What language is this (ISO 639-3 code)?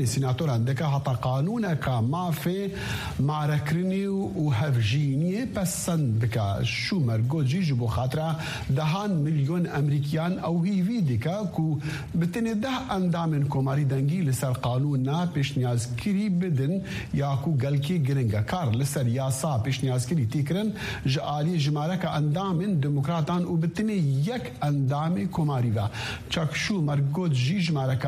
kur